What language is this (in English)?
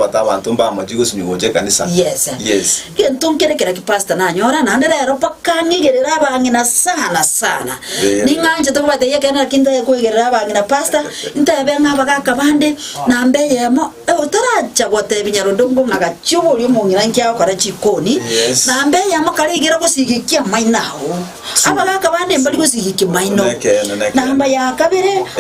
Gusii